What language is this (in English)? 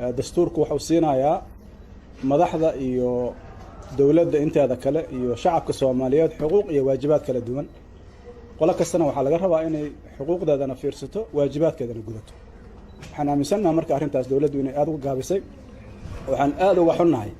Somali